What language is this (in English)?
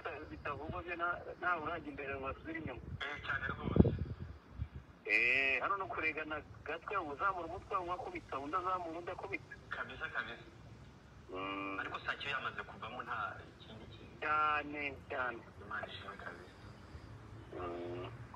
Kinyarwanda